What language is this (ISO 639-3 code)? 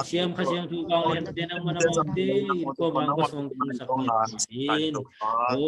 ctd